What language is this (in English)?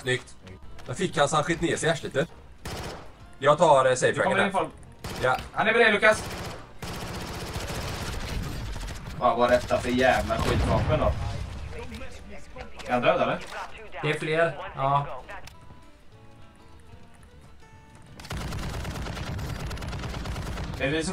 Swedish